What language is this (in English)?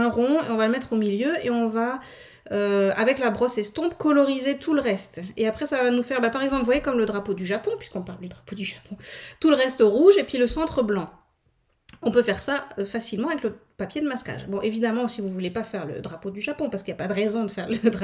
French